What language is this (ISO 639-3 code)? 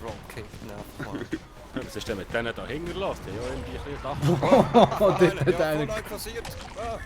gsw